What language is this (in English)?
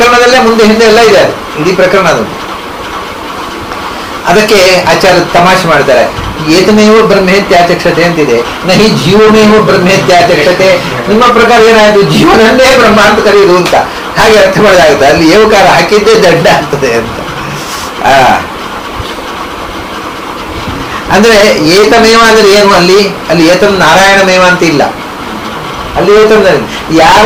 Kannada